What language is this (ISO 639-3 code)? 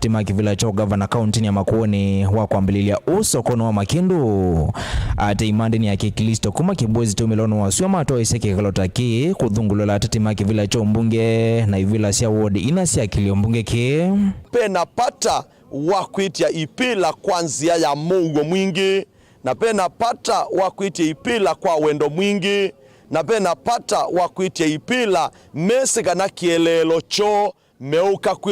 kam